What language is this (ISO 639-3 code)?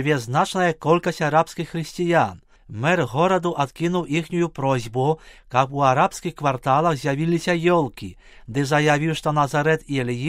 bel